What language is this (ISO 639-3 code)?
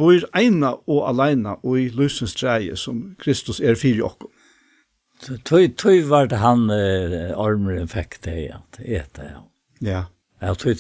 fao